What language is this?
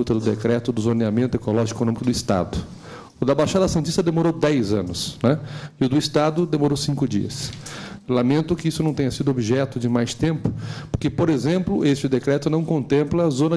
Portuguese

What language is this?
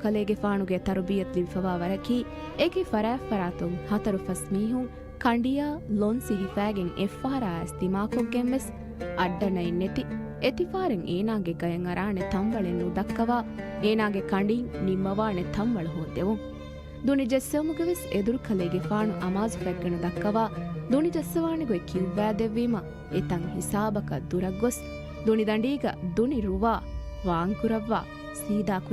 Divehi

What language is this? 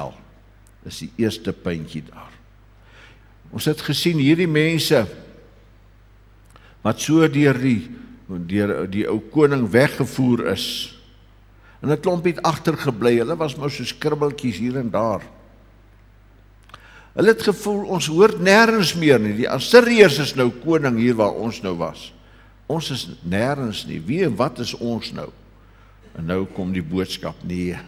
Afrikaans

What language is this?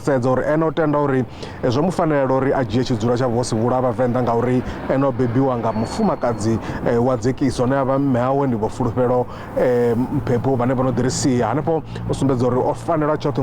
Venda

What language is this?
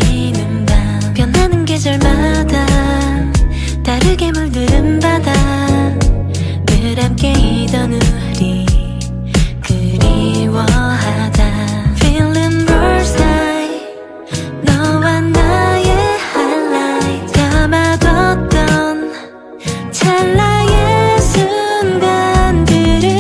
Korean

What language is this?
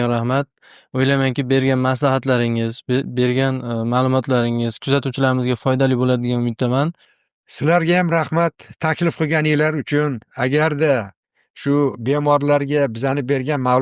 Uzbek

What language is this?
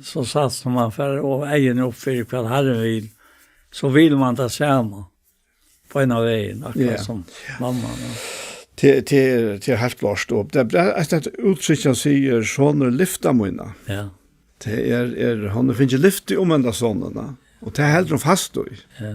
Faroese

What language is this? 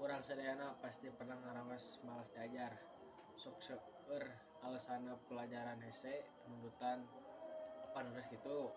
Sundanese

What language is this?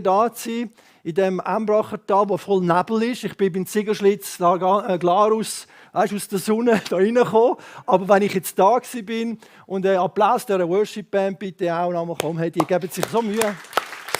Swiss German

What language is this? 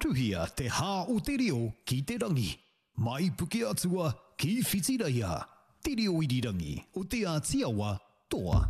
Māori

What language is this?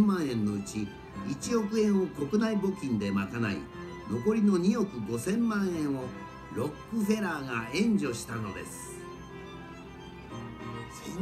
Japanese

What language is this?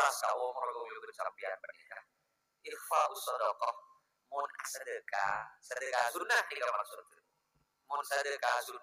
Madurese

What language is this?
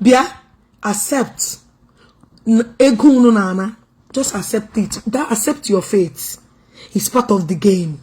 Igbo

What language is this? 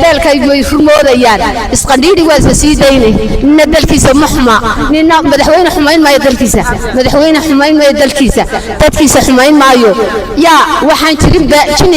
Somali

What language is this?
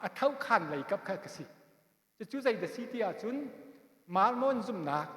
Hakha Chin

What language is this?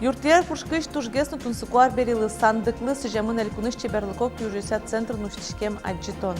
Udmurt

